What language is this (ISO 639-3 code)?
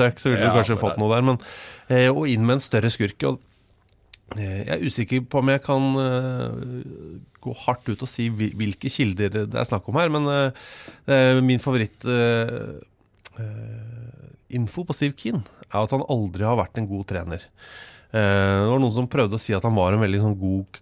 nor